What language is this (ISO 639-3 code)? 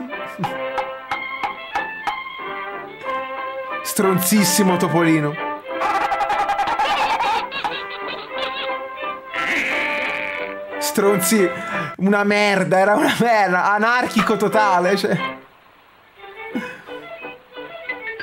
ita